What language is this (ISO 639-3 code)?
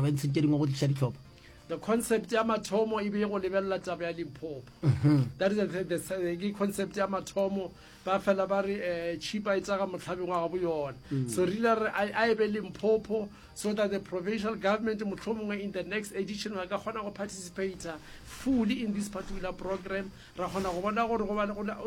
nso